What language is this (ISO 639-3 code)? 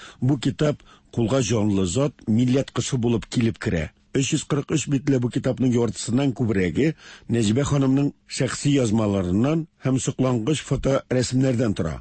tat